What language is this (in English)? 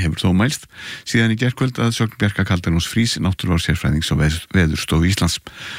Icelandic